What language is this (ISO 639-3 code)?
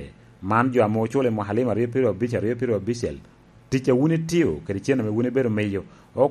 laj